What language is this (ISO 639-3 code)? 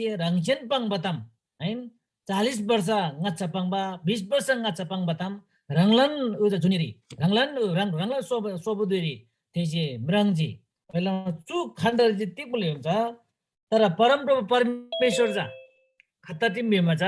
taj